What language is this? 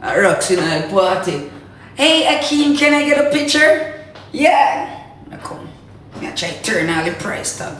Jamaican Creole English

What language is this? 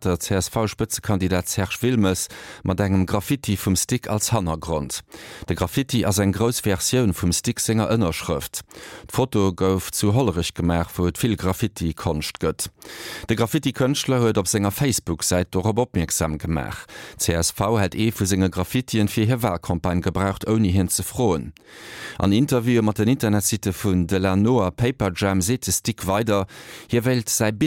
Luxembourgish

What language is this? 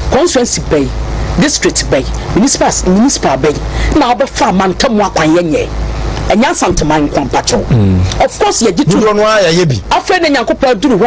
Akan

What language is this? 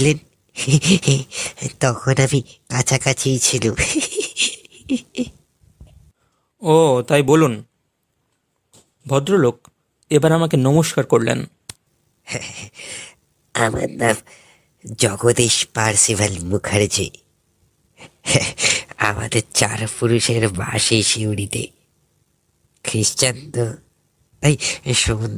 Bangla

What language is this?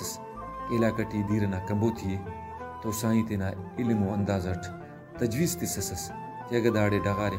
Brahui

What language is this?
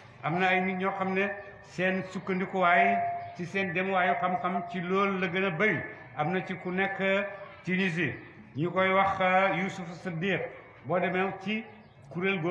Wolof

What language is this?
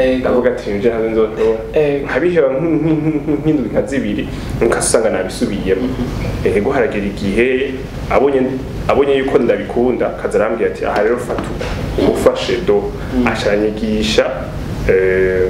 Rundi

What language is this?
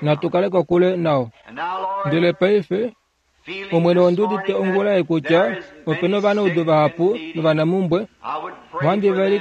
Kuanyama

